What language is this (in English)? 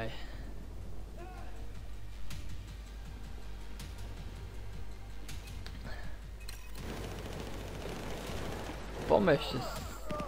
Slovak